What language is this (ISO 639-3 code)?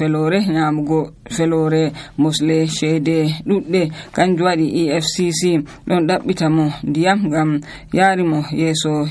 fuv